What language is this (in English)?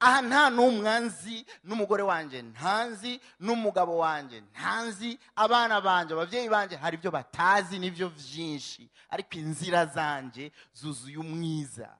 Rundi